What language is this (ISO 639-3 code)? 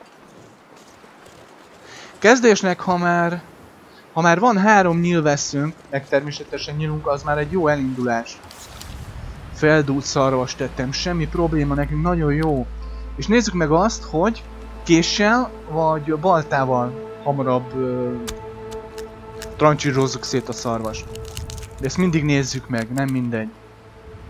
hun